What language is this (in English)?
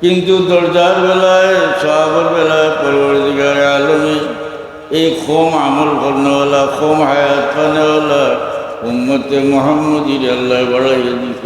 Sylheti